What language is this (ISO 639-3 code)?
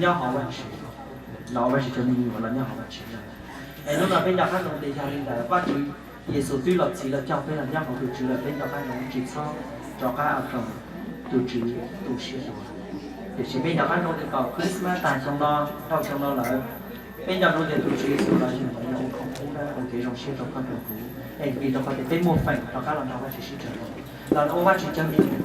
hmn